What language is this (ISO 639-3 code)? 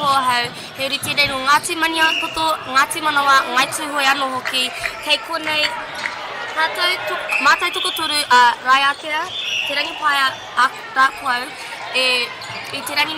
mri